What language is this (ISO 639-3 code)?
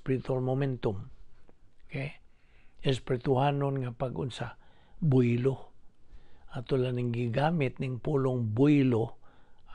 ceb